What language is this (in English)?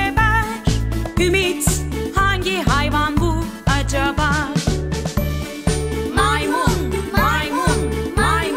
Turkish